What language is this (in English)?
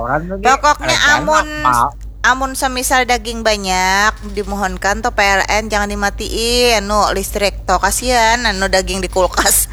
Banjar